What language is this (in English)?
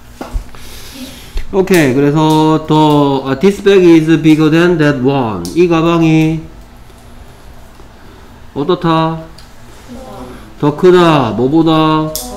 Korean